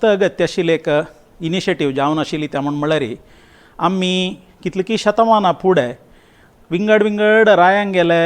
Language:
Konkani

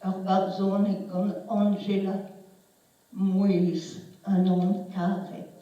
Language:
Breton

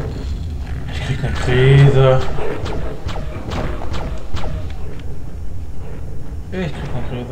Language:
German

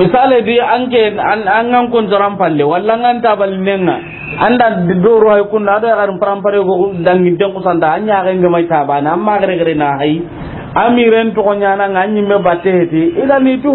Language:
Soninke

